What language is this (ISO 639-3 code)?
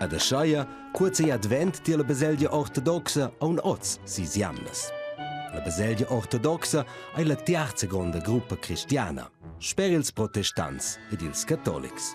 roh